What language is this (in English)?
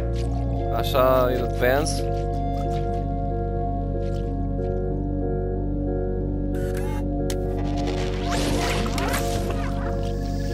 Romanian